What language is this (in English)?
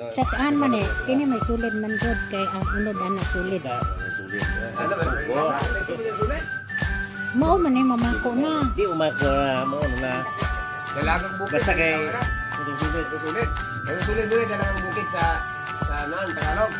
Cebuano